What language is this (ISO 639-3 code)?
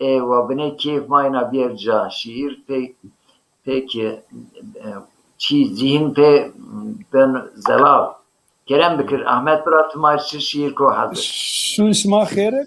zza